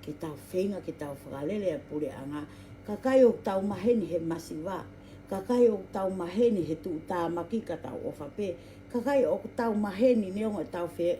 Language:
Tongan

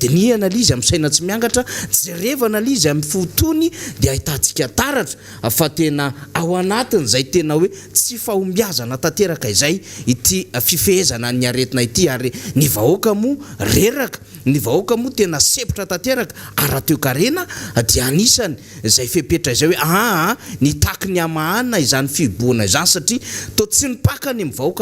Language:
Malagasy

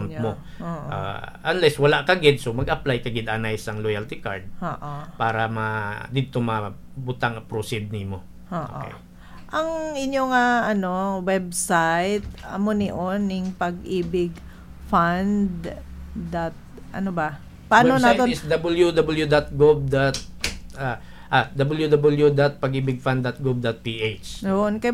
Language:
Hiligaynon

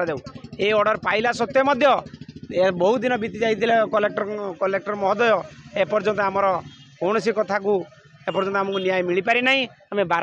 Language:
Odia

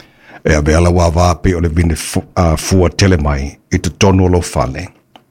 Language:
Samoan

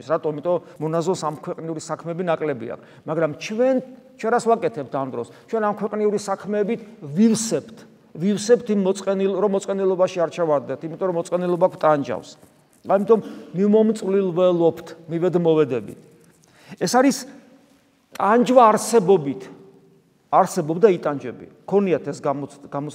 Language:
Georgian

